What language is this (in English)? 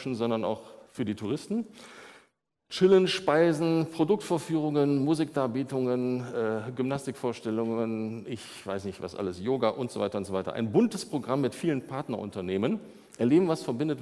German